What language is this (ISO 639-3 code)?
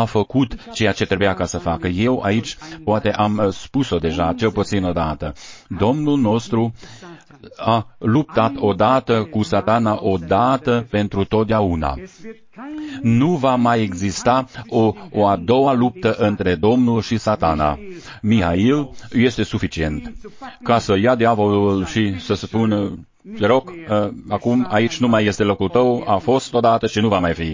ron